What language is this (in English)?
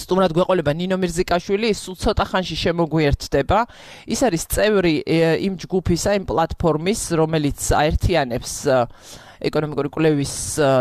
Georgian